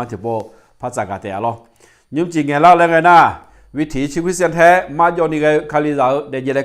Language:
Akha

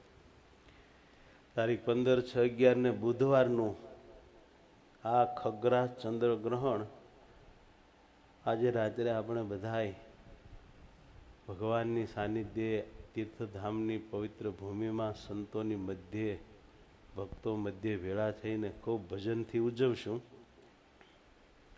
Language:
Gujarati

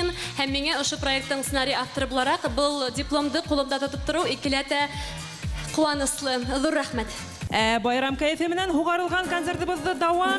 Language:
Bashkir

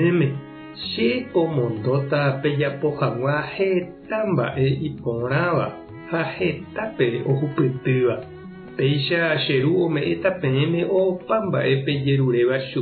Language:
Guarani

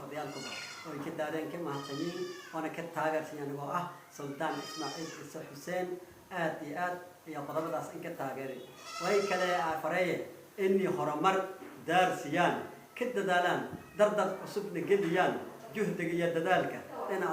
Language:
Somali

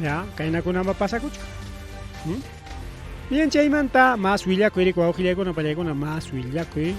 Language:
Ayacucho Quechua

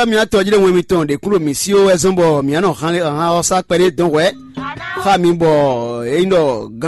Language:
Fon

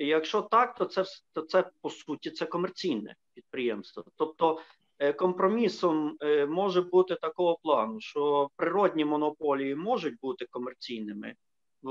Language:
Ukrainian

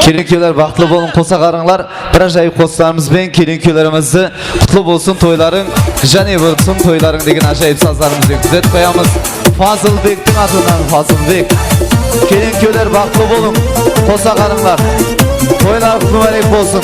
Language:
Kara-Kalpak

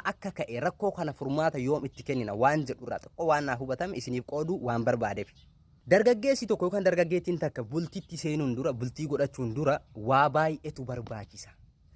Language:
Oromo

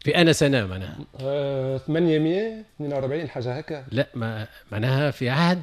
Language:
Tunisian Arabic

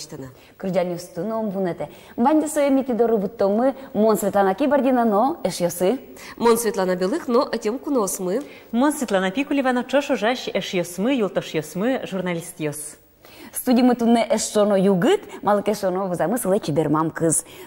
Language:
Udmurt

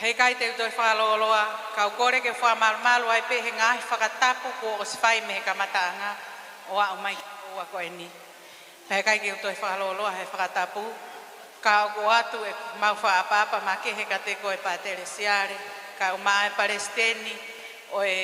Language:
Tongan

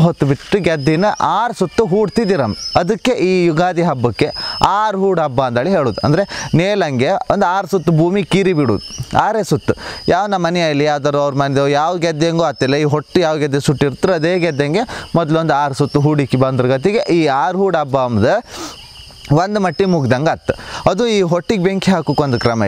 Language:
Kannada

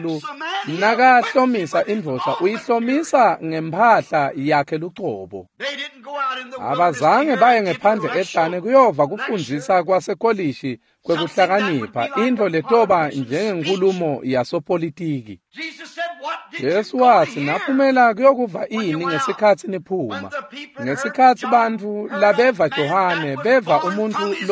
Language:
Swati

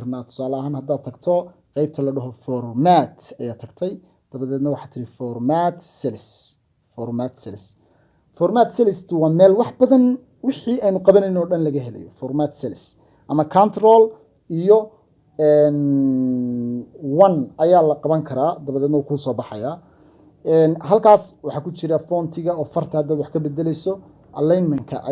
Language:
Somali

